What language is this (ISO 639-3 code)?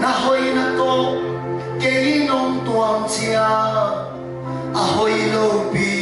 ctd